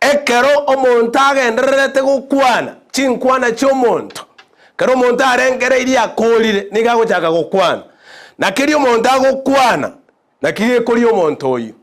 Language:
Gusii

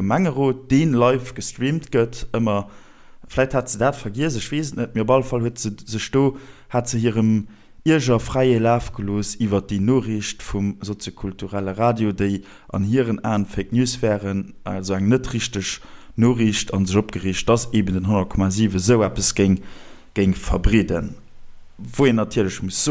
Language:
Luxembourgish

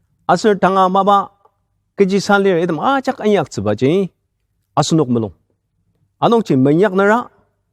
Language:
Ao Naga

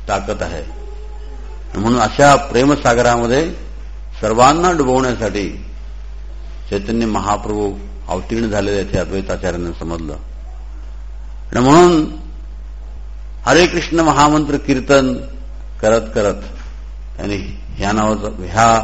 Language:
Marathi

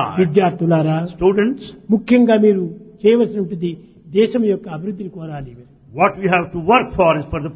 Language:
Telugu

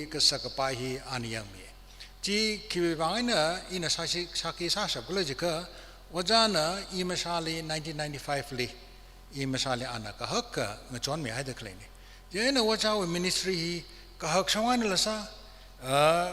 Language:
Tangkhul Naga (India)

